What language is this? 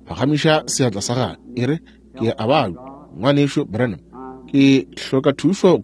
Northern Sotho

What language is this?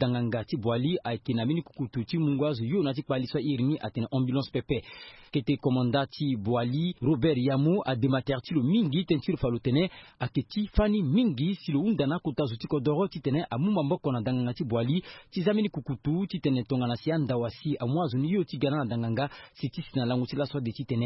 Sango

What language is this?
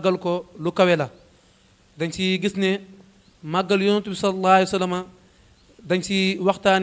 Wolof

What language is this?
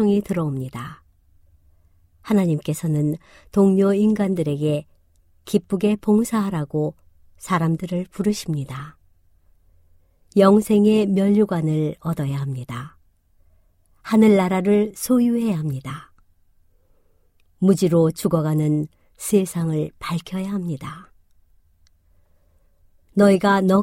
Korean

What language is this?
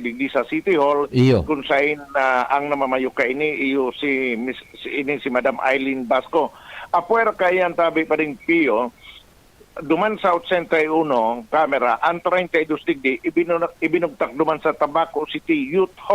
Bikol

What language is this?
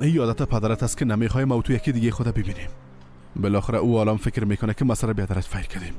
Persian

